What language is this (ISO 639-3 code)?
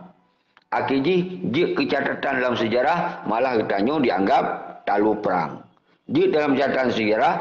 ace